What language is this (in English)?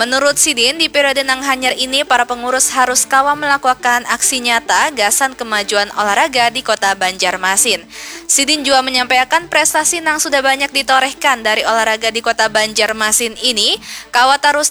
Banjar